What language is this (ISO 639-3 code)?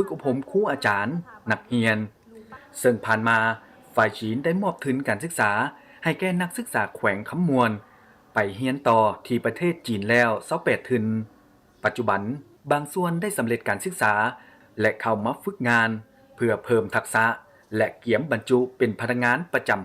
lao